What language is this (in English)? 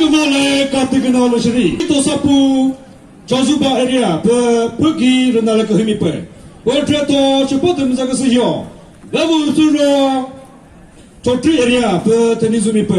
Chokri Naga